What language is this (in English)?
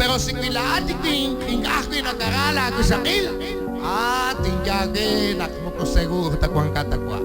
Kekchí